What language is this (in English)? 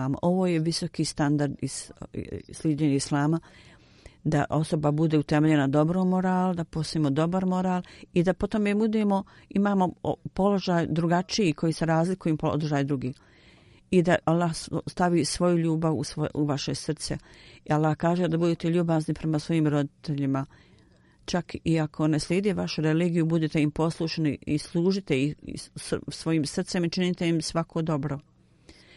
Bosnian